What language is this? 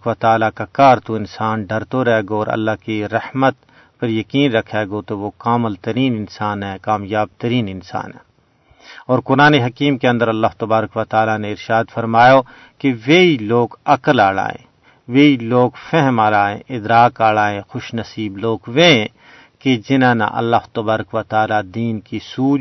Gujari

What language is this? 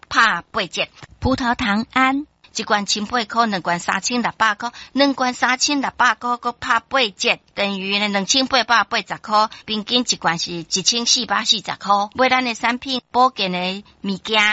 Min Nan Chinese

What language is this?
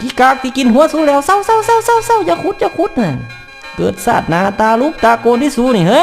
Northeastern Thai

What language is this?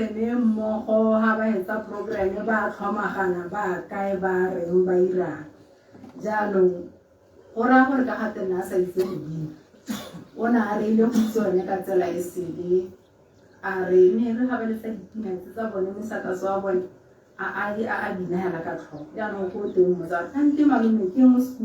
Tswana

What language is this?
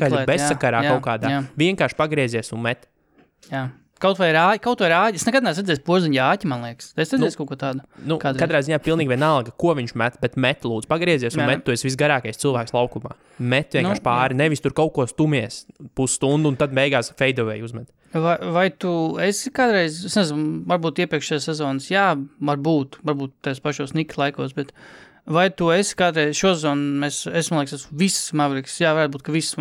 Latvian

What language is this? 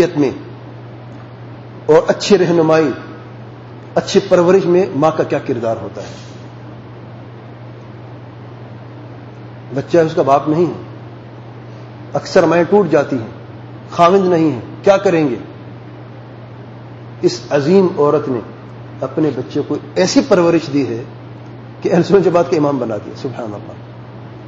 Urdu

